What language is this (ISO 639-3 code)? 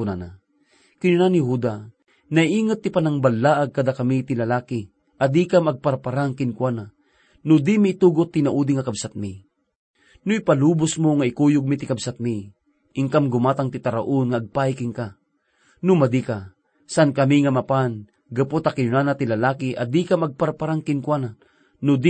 ilo